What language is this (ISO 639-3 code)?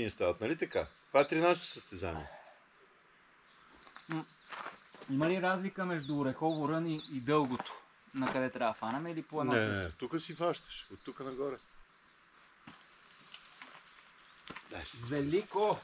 bul